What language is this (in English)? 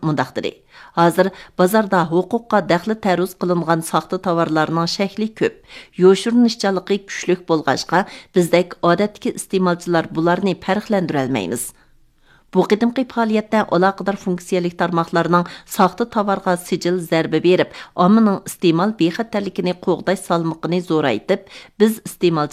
Uyghur